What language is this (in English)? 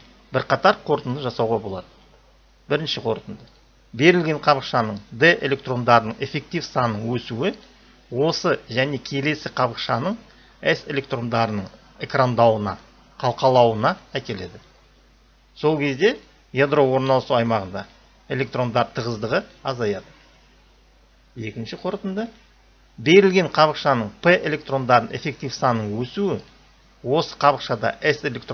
Kazakh